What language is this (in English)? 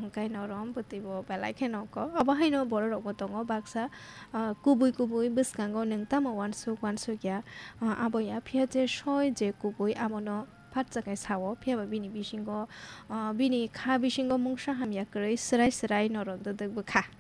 Kok Borok